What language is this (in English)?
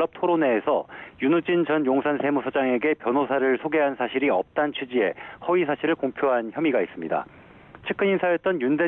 Korean